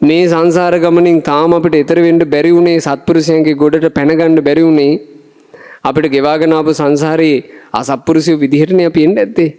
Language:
Sinhala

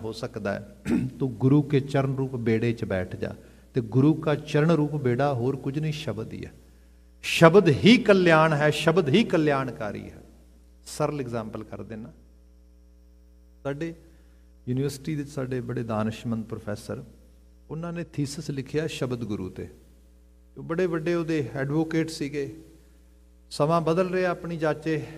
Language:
Punjabi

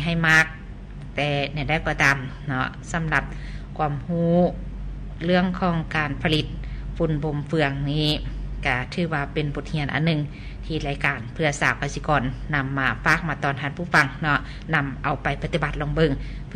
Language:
Lao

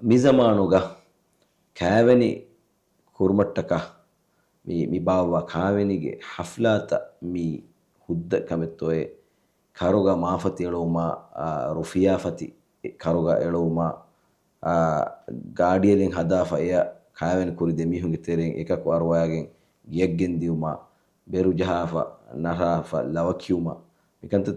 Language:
Divehi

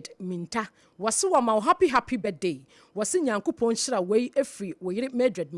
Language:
Akan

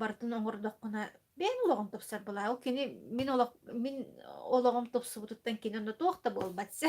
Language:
Yakut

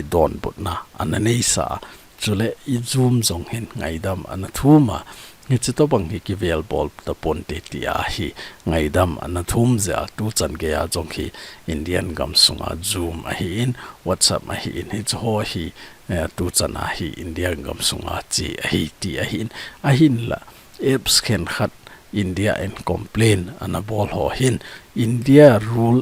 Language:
Thado Chin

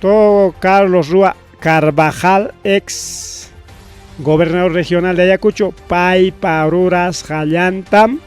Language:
Ayacucho Quechua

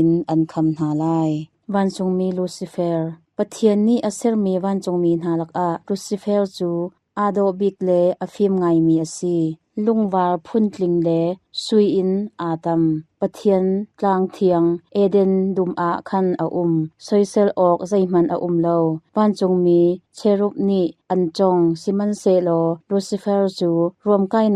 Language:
Hakha Chin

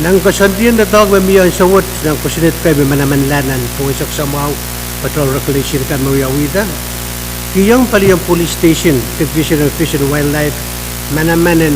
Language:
Pohnpeian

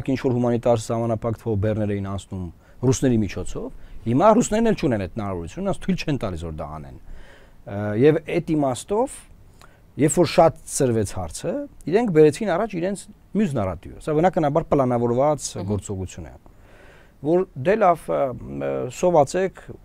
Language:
Armenian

